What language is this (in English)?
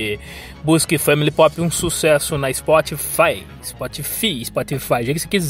Portuguese